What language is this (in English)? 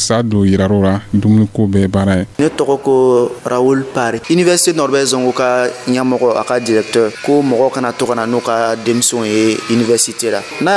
Dyula